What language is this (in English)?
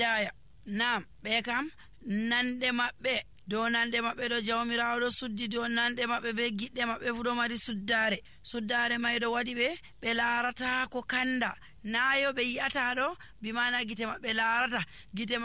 Nigerian Fulfulde